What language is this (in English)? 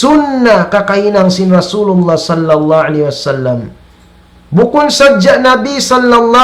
Tausug